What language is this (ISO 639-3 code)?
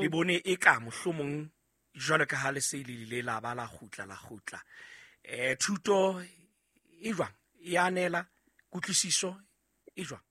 sot